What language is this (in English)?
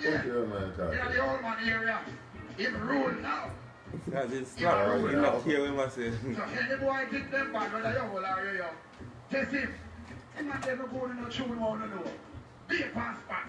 Jamaican Creole English